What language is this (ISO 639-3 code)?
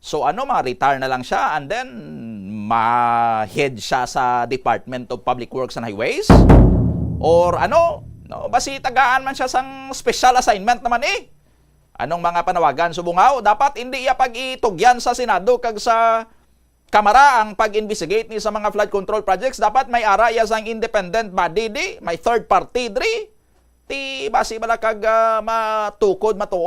hil